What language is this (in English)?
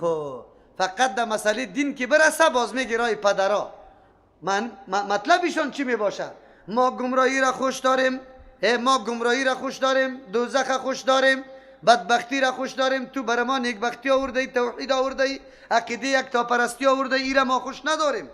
Persian